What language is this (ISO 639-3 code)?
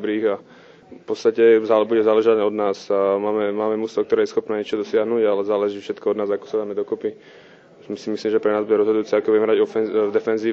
slk